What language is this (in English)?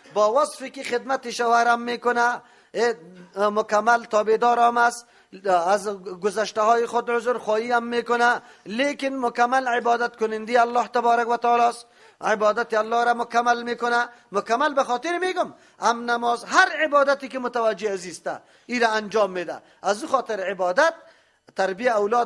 Persian